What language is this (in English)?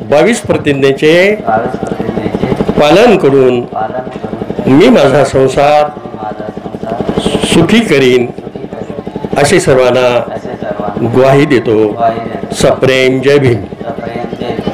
Marathi